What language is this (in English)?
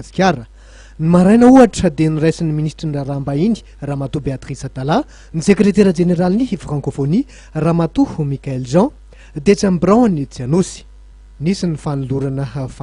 Malagasy